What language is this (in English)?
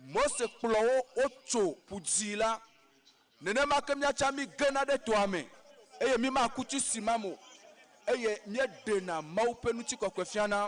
Ewe